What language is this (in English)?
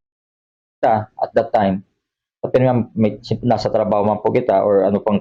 Bikol